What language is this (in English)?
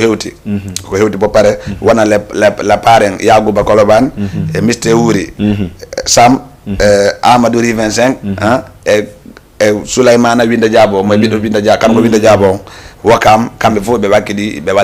Fula